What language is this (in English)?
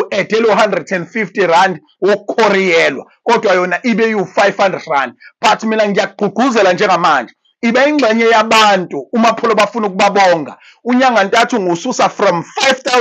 Zulu